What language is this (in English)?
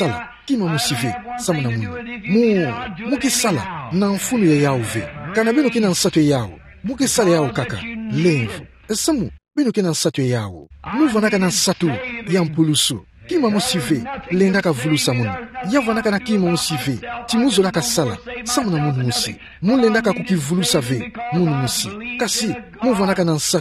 Kituba (Democratic Republic of Congo)